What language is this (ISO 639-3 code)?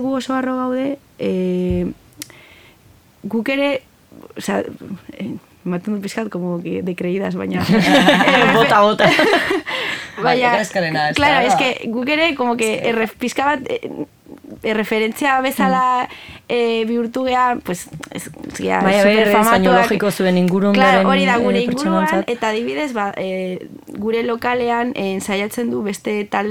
eus